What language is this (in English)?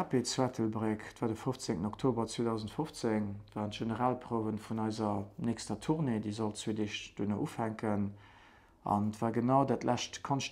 Luxembourgish